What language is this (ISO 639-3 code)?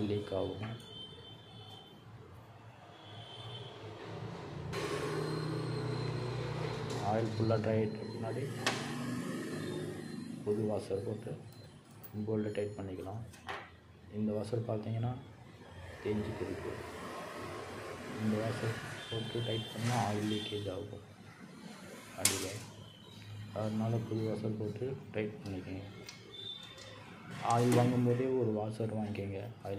tam